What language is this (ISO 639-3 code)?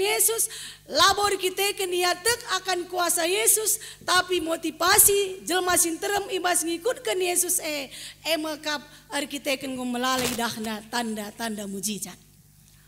btx